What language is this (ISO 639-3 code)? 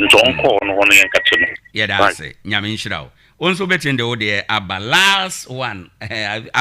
aka